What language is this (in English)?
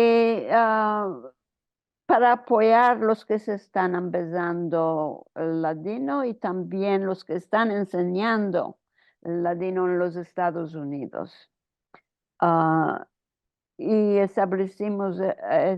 Ladino